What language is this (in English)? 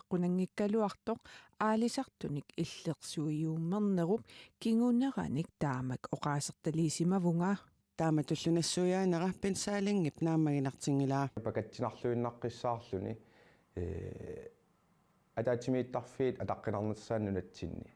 Kalaallisut